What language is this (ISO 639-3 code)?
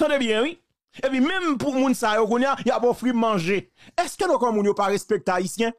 hat